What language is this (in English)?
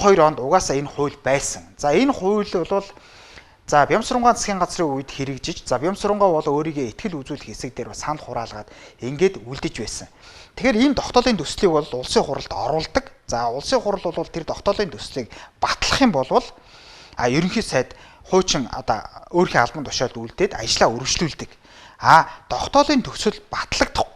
Mongolian